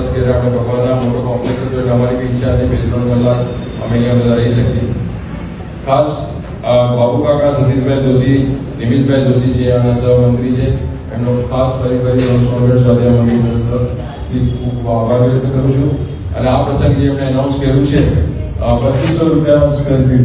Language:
Gujarati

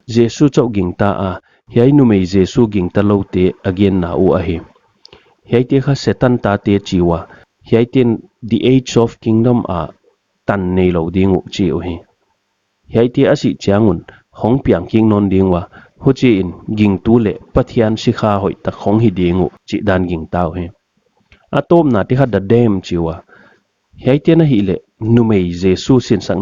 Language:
Paite Chin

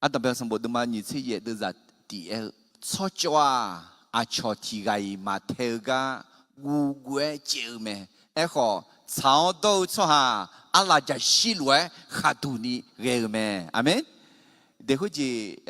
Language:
Akha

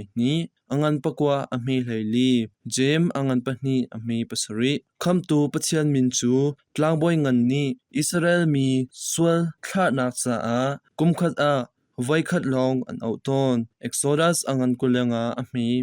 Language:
Hakha Chin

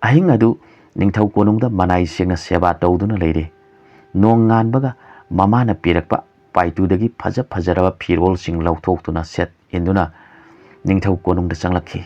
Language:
Manipuri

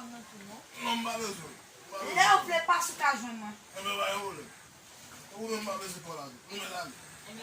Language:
Haitian Creole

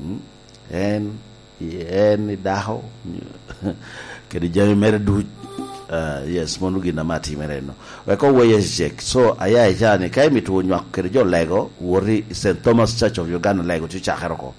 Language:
Lango (Uganda)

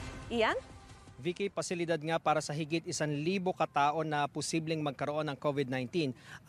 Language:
Filipino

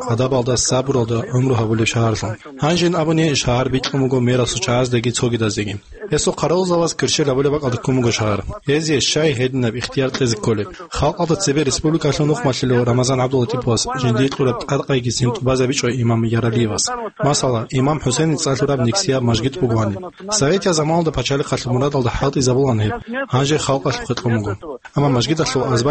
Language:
Avaric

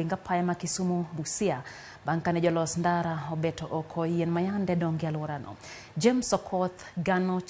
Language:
Luo (Kenya and Tanzania)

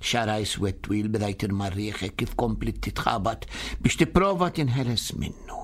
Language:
Maltese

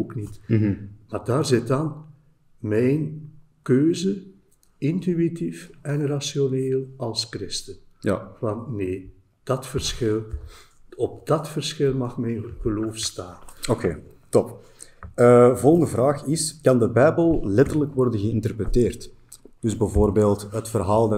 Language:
Dutch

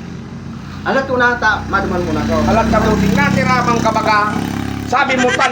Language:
Bikol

